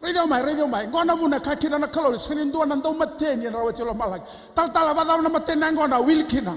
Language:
Fijian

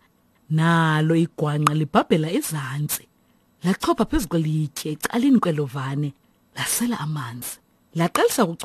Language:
Xhosa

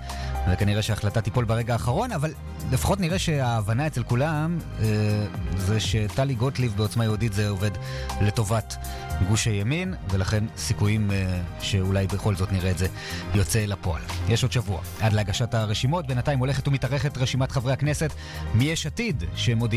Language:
Hebrew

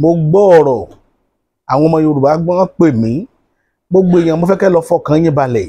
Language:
Yoruba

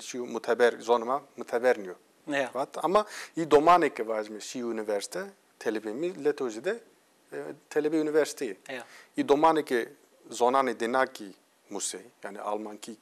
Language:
Zaza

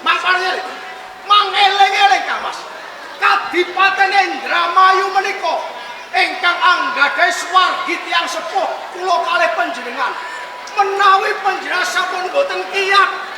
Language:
Javanese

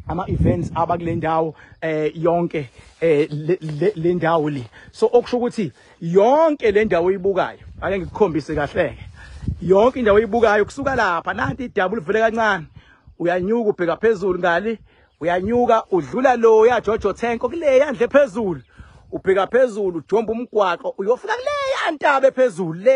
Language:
Zulu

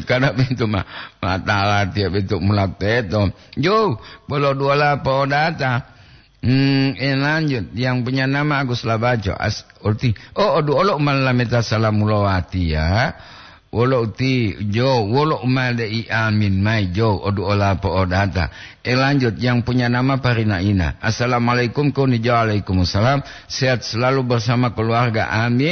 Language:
Gorontalo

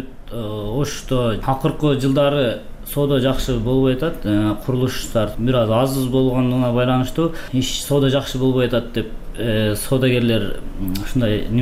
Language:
Kyrgyz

